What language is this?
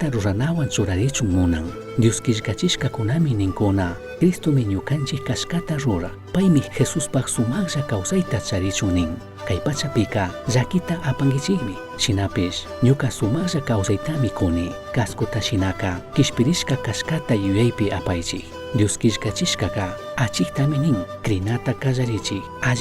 Chimborazo Highland Quichua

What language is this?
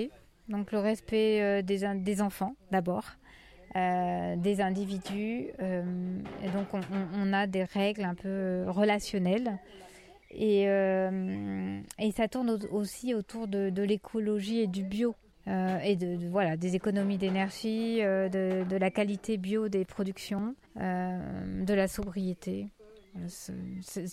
French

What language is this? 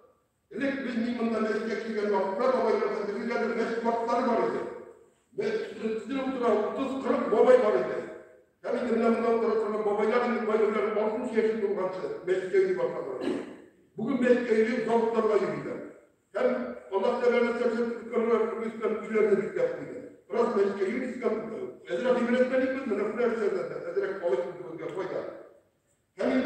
Tatar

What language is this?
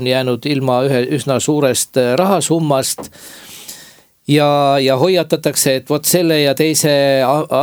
Estonian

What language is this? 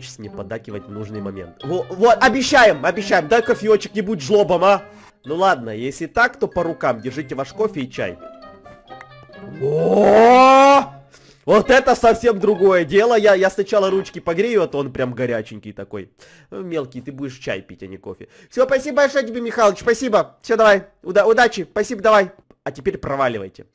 Russian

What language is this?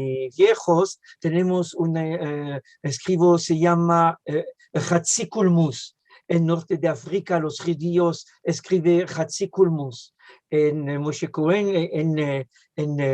Ladino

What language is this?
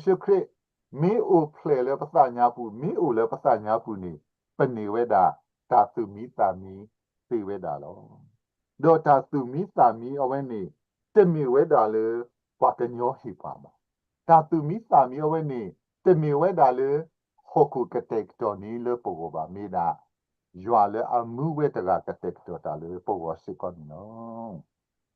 S'gaw Karen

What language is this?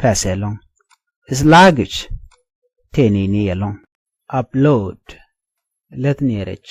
Nuer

